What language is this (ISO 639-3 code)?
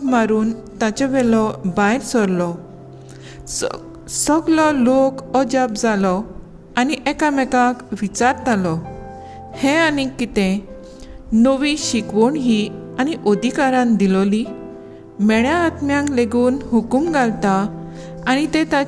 kok